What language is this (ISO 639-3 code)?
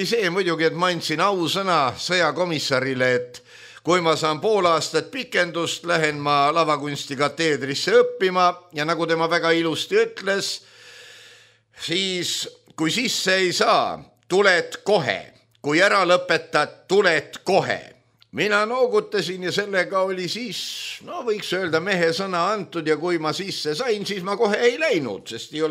est